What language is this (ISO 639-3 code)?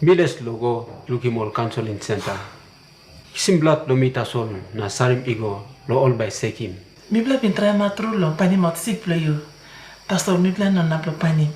tpi